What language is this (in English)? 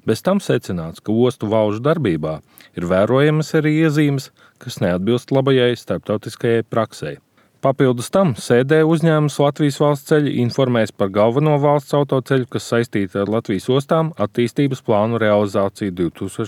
Latvian